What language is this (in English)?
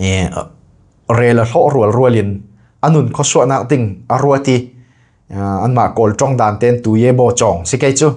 Falam Chin